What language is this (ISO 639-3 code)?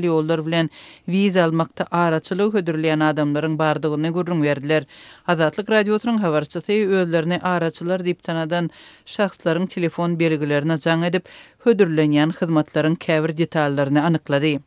tuk